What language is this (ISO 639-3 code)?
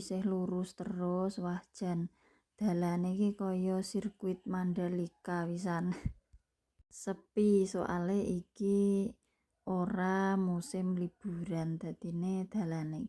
jav